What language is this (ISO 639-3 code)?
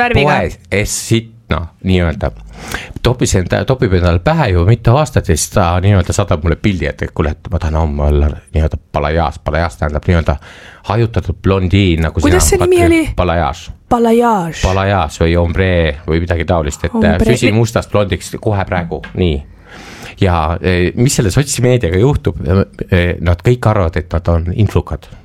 est